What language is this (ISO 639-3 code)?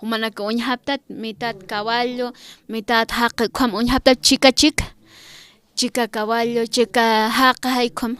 aym